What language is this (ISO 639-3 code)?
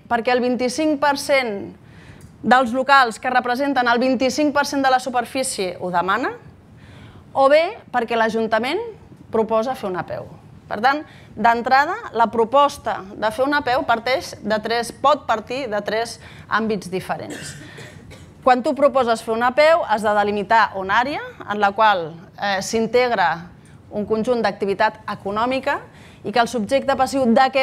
cat